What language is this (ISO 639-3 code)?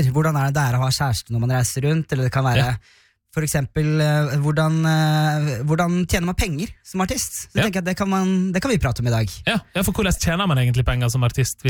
nor